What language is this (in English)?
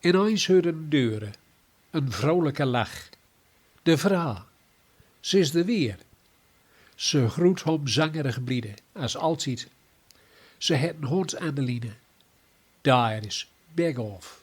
Gronings